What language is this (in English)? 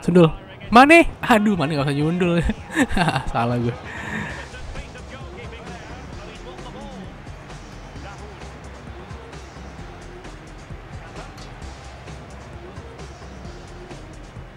Indonesian